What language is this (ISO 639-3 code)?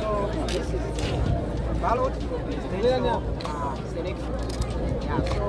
nya